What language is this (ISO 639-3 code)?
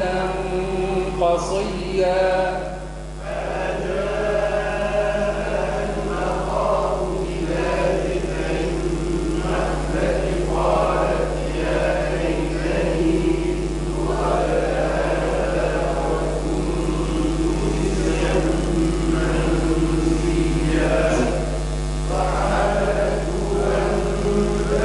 ara